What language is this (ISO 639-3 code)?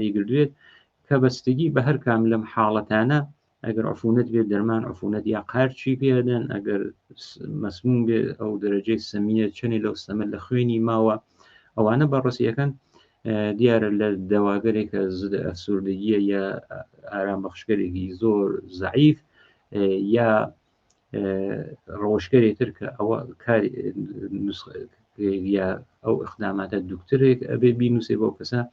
ckb